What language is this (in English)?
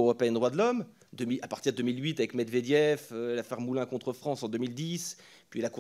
French